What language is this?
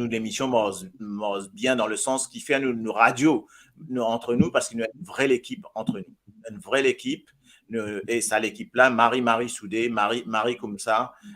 Morisyen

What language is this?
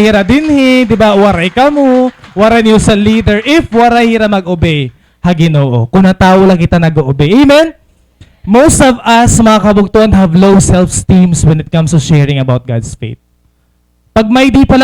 Waray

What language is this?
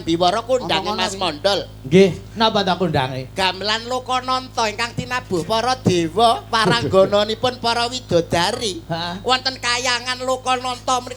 Javanese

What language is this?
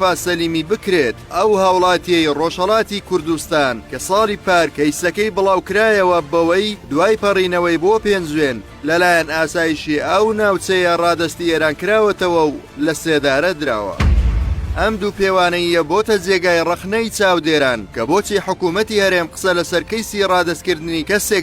Central Kurdish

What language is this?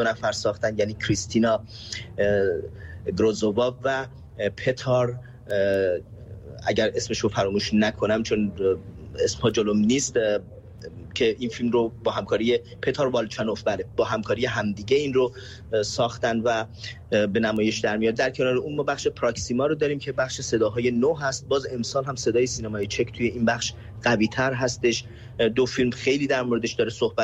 Persian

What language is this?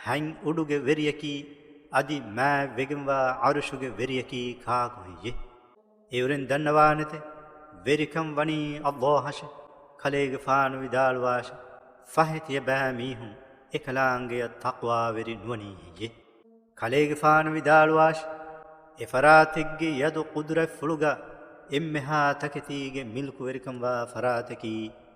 Divehi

